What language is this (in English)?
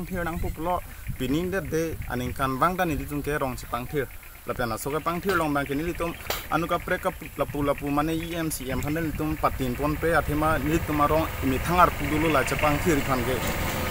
Karbi